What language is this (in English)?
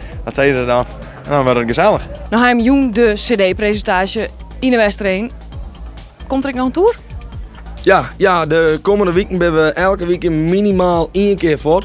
Western Frisian